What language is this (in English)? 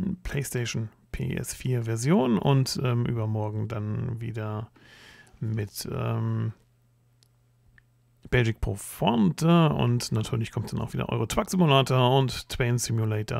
German